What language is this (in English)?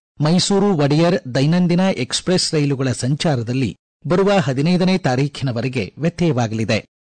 Kannada